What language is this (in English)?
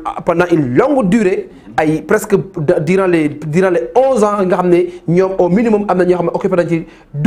Wolof